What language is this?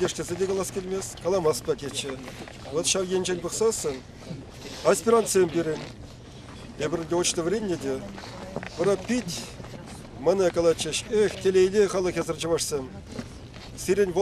Chuvash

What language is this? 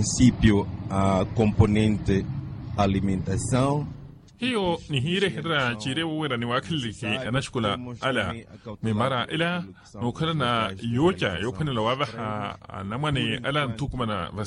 Makhuwa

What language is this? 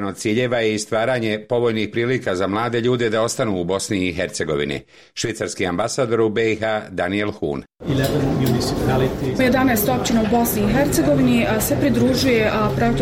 Bosnian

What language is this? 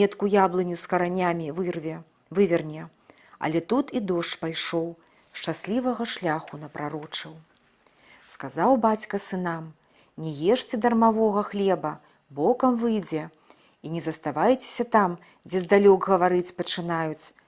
Belarusian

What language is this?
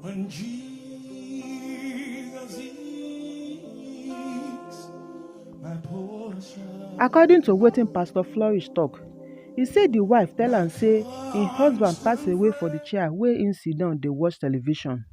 Nigerian Pidgin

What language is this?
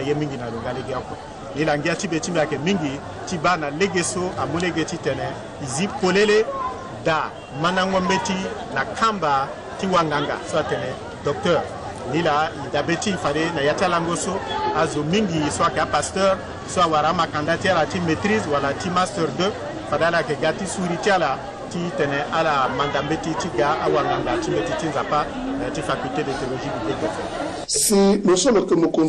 Sango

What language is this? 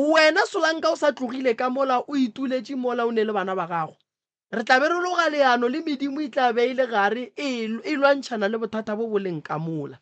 Northern Sotho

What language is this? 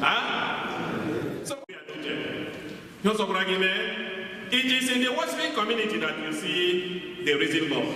Igbo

